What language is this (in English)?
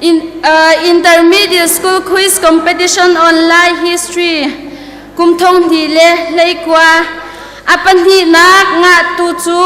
Hakha Chin